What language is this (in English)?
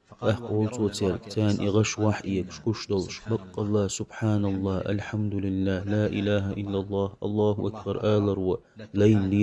Chechen